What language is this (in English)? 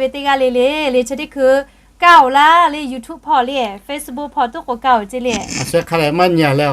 Lahu